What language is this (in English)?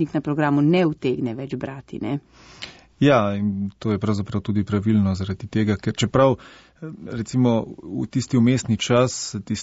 Slovenian